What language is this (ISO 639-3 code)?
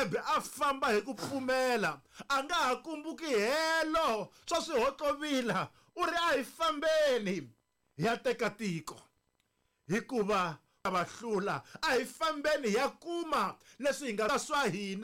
tso